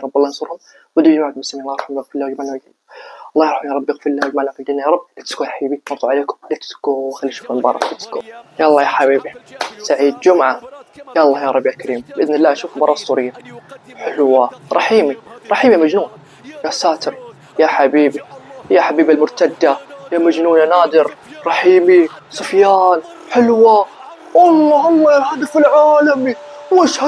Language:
Arabic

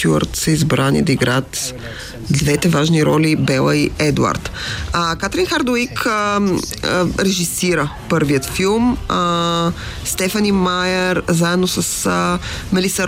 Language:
Bulgarian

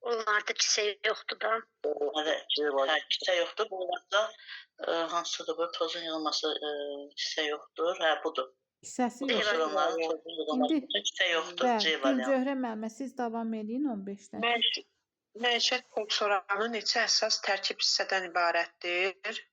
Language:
Azerbaijani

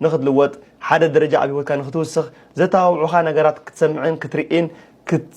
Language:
Tigrinya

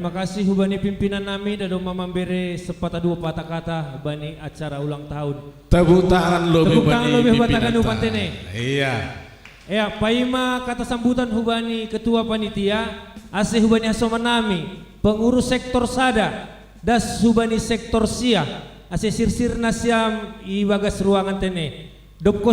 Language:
Batak Simalungun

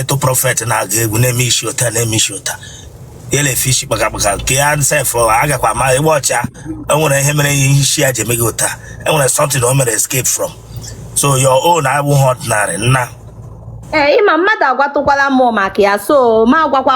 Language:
Igbo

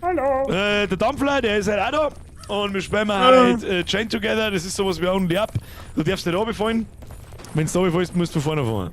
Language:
Bavarian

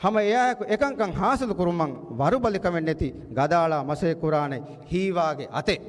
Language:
Divehi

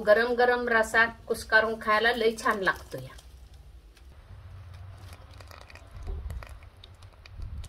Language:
Marathi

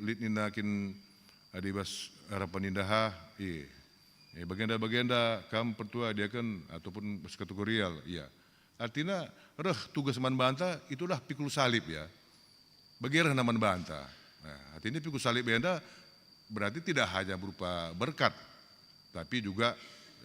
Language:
Batak Karo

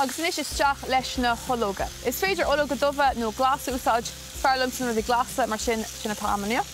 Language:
Irish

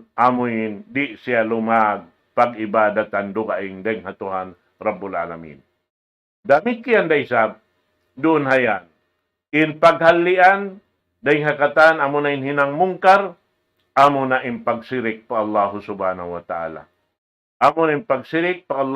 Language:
Tausug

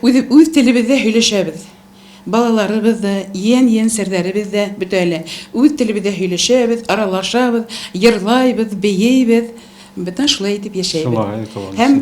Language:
Bashkir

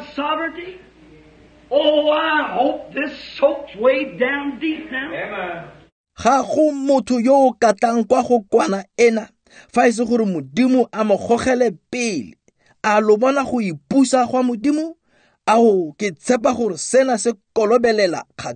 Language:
Tswana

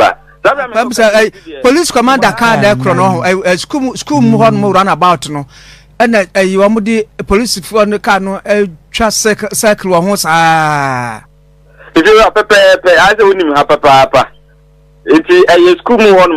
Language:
Akan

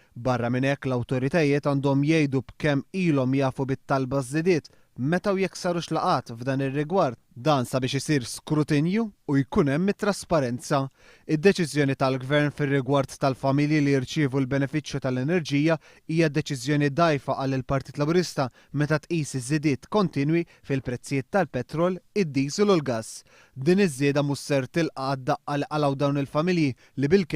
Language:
Maltese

